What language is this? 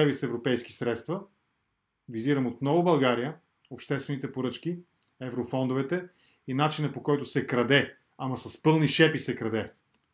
Bulgarian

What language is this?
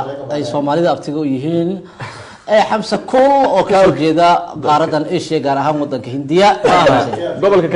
Somali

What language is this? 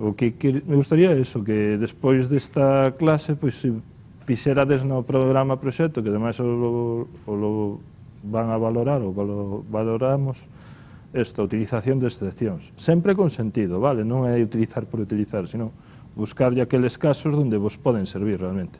Galician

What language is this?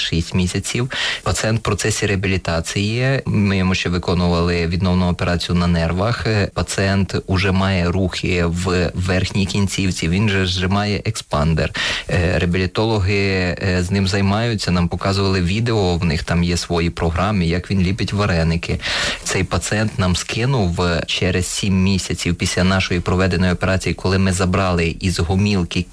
Ukrainian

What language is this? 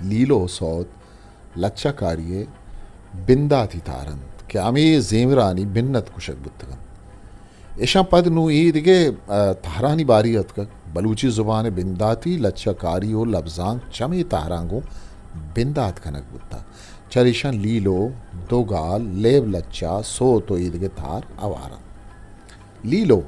Eastern Balochi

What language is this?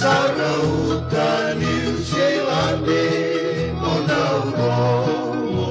Fijian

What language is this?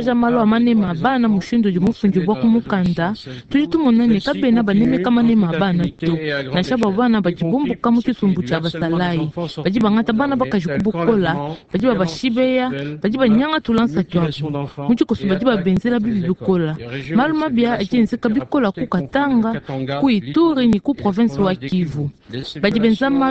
Luba-Lulua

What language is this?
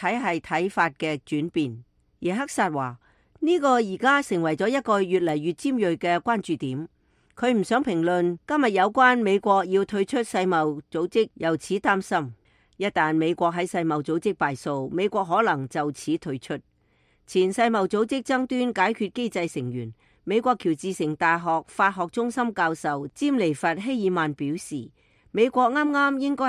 Cantonese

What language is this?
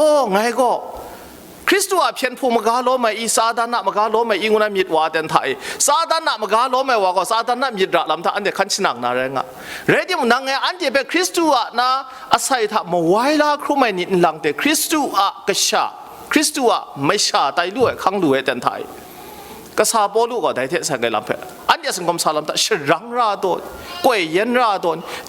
Kachin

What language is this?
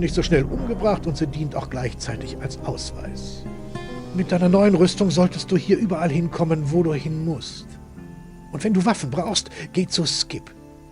Bavarian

